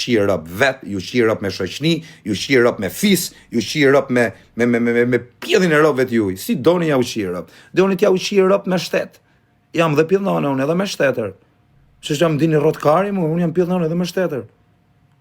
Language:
Albanian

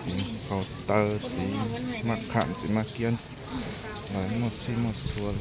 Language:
Hmong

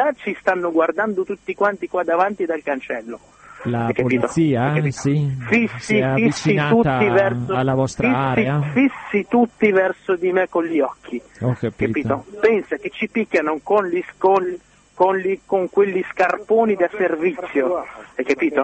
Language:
Italian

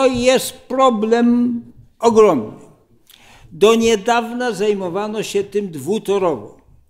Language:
Polish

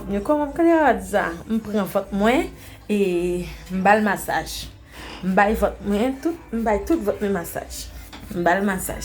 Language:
Haitian Creole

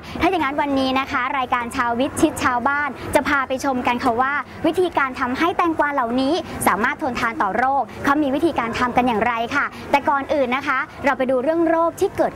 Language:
Thai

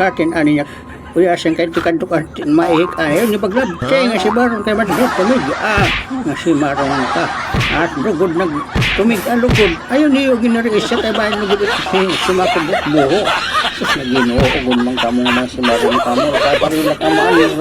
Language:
Waray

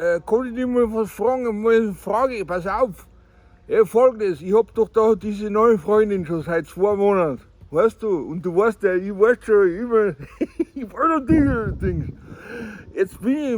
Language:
Bavarian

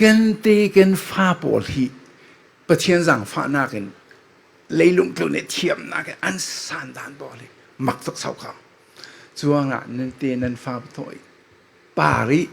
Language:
Falam Chin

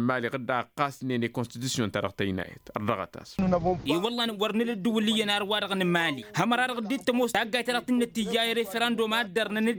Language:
Tamasheq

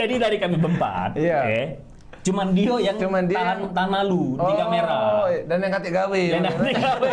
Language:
Musi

